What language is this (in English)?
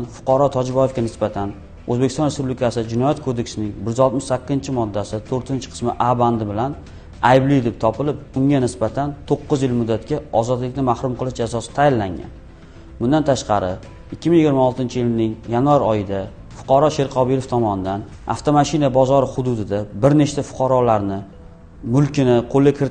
Uzbek